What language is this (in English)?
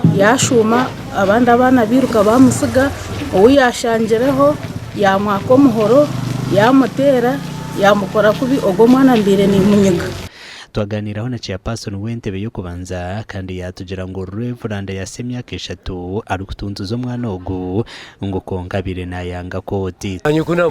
Nyankole